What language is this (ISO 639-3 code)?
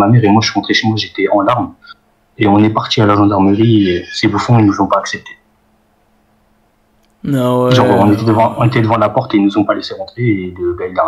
fra